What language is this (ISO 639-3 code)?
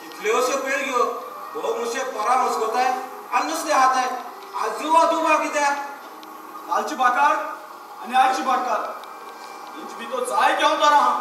kok